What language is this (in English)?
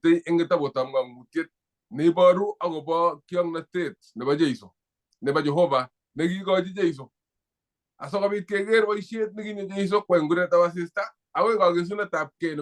Kalenjin